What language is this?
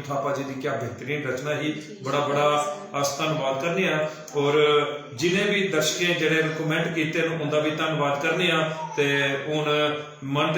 Dogri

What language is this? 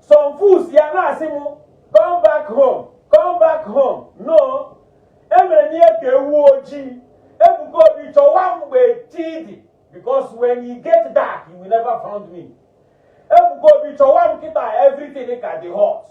Igbo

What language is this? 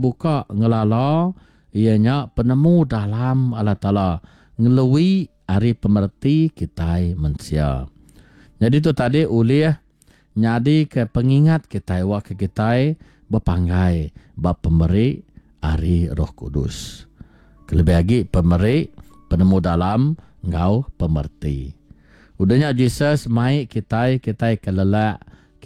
Iban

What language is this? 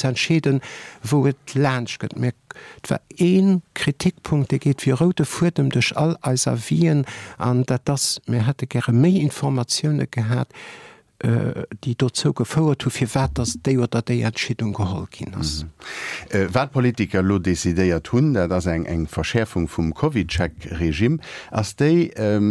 Luxembourgish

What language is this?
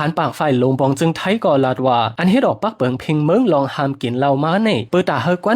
Shan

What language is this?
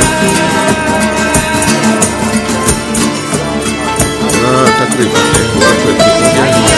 Swahili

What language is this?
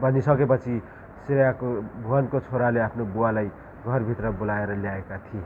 Nepali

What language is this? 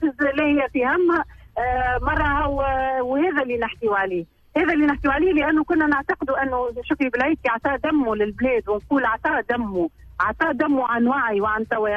Tunisian Arabic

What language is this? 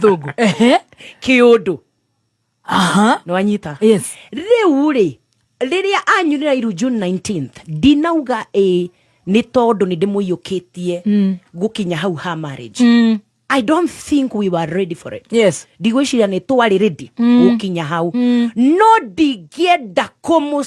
Kikuyu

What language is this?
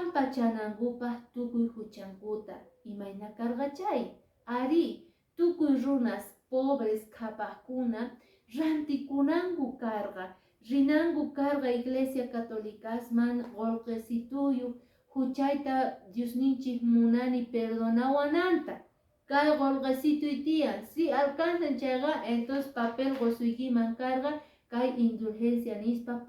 Quechua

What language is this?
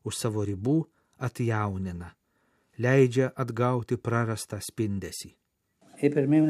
Lithuanian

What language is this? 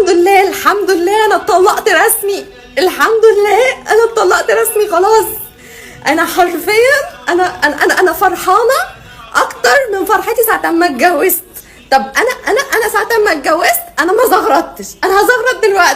Egyptian Arabic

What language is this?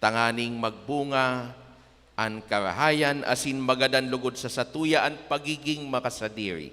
Bikol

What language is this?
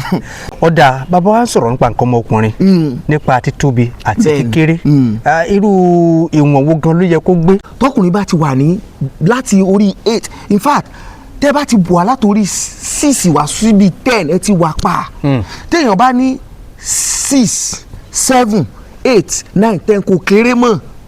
Yoruba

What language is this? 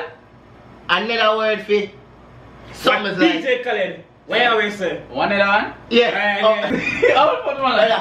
Jamaican Creole English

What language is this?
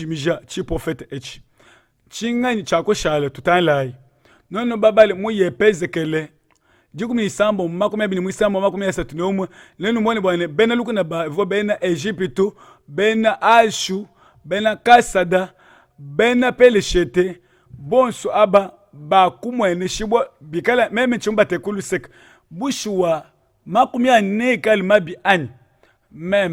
Luba-Lulua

